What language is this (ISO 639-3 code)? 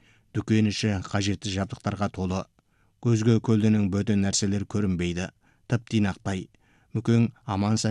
kaz